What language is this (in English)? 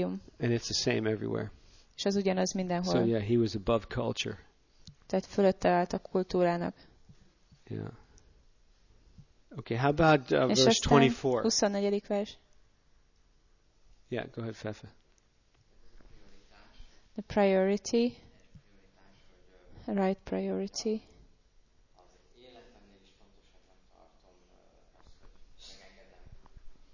Hungarian